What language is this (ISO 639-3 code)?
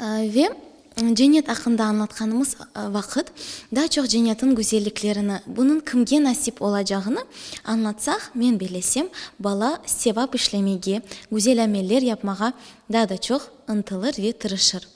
crh